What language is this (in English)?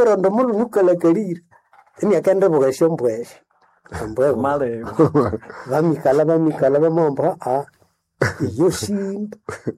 Nande